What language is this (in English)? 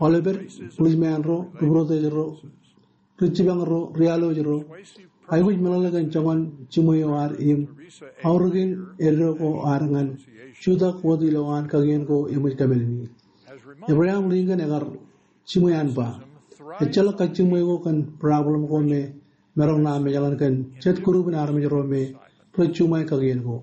Marshallese